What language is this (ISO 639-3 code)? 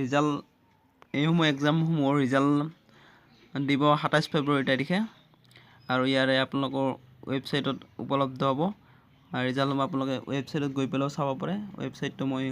asm